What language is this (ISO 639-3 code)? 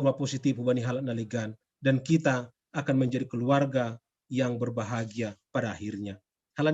bts